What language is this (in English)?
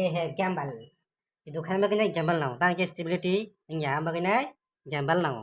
Kok Borok